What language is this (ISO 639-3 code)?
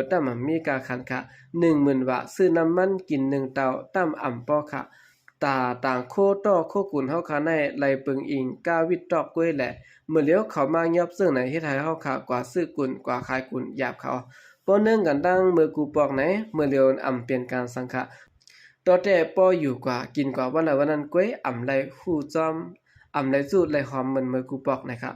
shn